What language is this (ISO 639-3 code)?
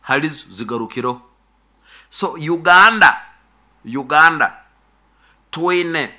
nyo